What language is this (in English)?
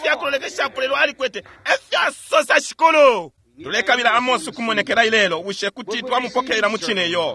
Bemba